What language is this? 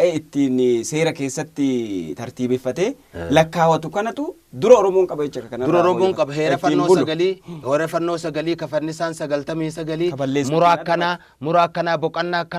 Oromo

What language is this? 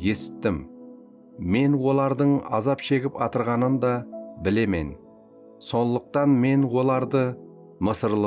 Kara-Kalpak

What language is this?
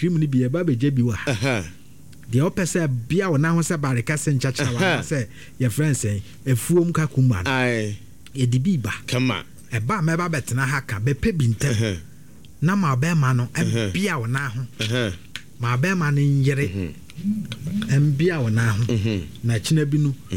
Akan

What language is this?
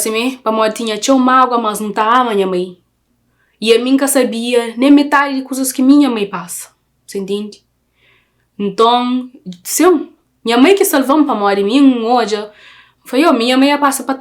Kabuverdianu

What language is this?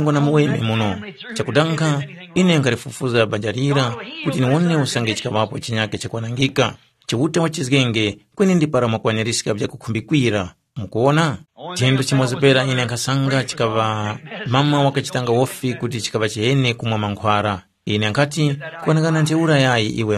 Tumbuka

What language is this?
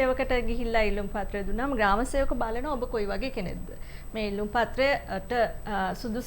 Sinhala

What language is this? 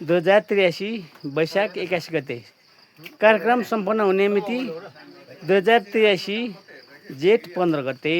Nepali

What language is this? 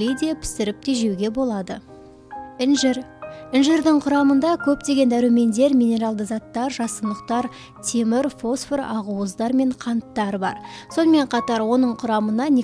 Kazakh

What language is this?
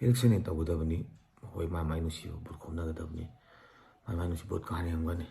Manipuri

